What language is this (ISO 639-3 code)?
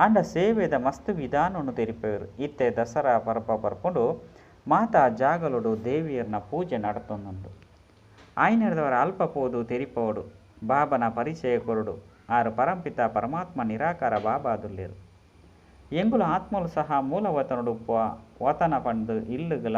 tcy